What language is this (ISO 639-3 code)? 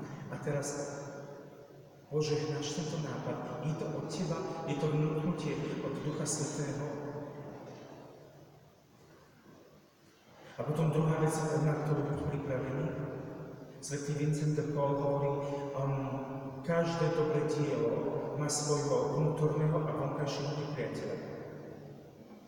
slk